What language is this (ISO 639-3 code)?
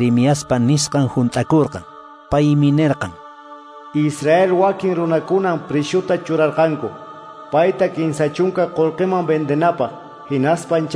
que